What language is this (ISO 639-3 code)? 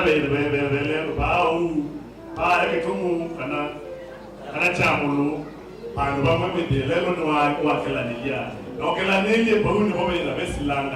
kam